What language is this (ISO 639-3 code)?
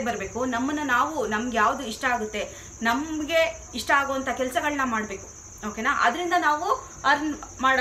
kan